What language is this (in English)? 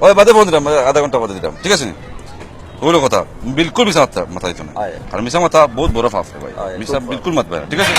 Sylheti